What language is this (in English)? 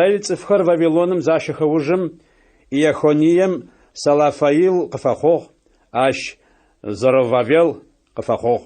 Adyghe